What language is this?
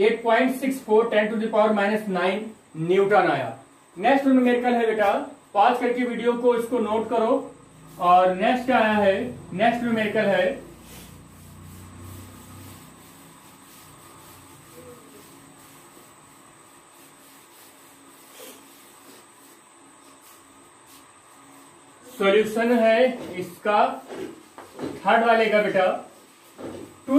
Hindi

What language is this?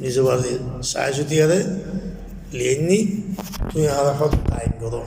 Rohingya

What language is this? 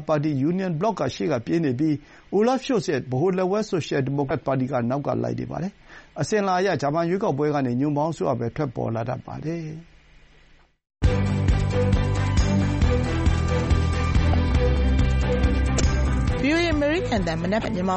Burmese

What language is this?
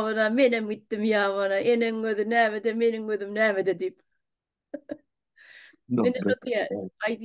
Turkmen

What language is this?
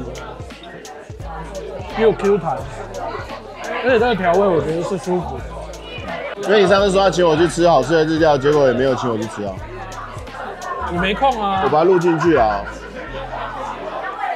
Chinese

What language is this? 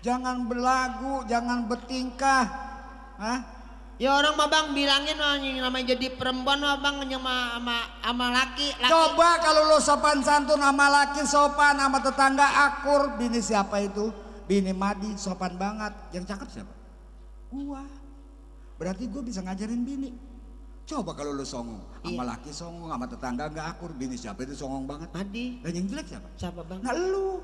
Betawi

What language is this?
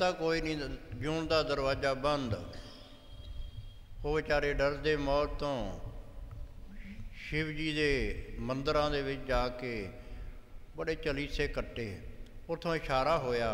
Punjabi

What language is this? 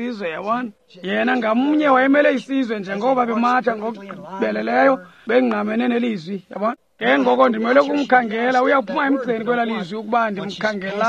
Xhosa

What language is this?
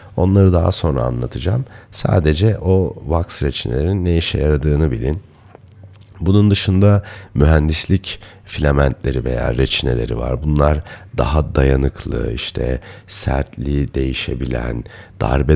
Turkish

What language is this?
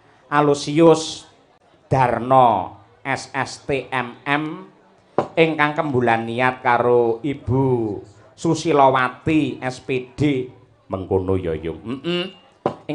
Javanese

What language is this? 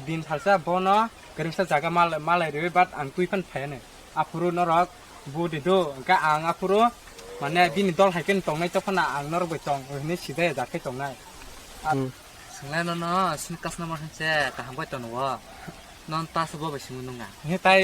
Kok Borok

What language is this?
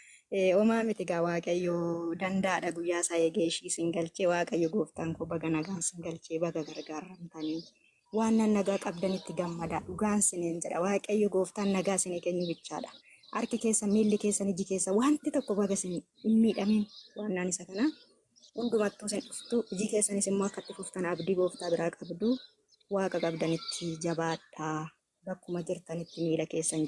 Oromo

